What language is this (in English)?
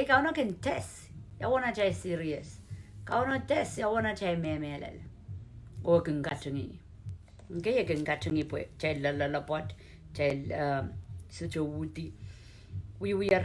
Pohnpeian